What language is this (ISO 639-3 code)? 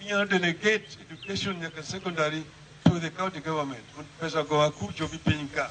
luo